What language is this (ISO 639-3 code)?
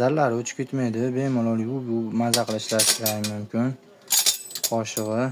uzb